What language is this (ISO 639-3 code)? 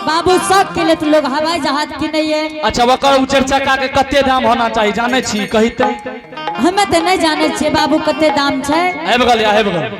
anp